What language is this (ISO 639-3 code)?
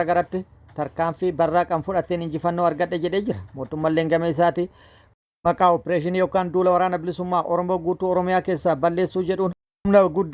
orm